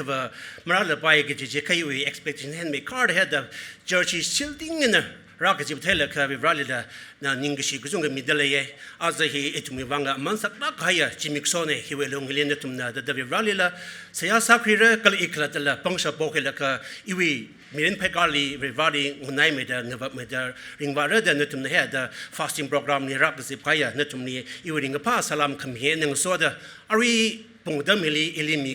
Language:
Tangkhul Naga (India)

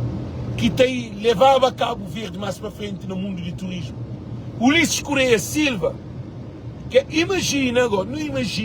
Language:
Kabuverdianu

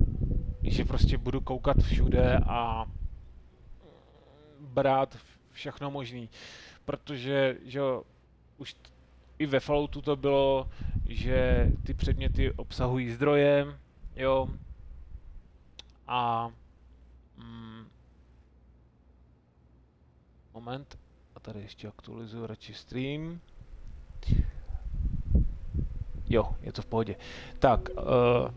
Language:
Czech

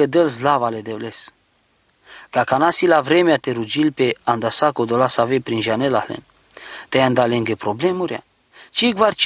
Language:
Romany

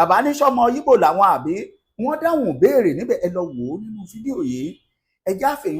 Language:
Yoruba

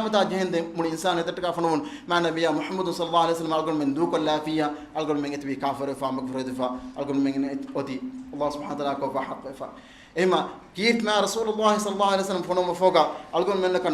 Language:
Divehi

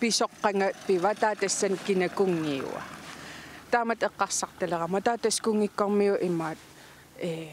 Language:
Kalaallisut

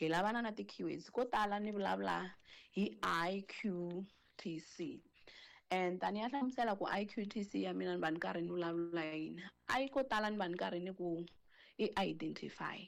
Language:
Tsonga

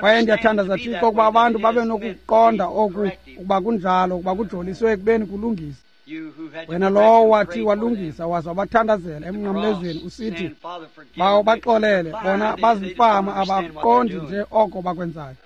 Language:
Xhosa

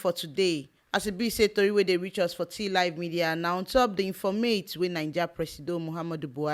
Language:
Nigerian Pidgin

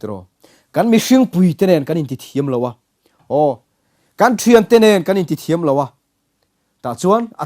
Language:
Mizo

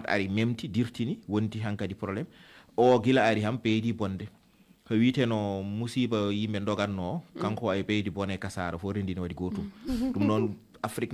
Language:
Fula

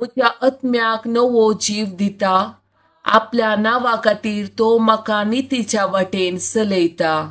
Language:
Konkani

